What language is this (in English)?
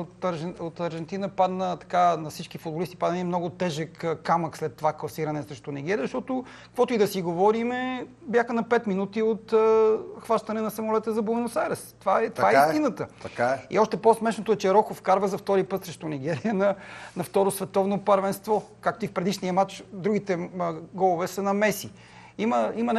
Bulgarian